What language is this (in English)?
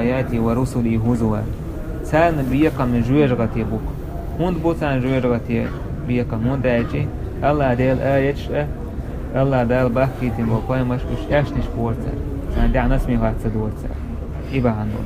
Chechen